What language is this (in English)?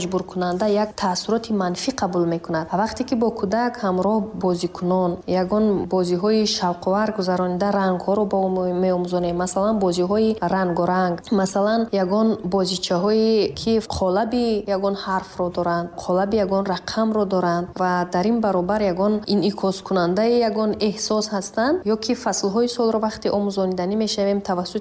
Tajik